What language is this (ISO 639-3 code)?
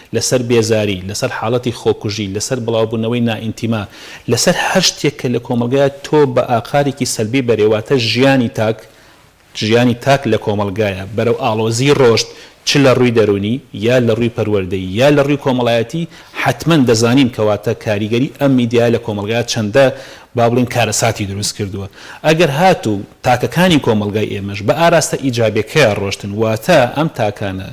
ckb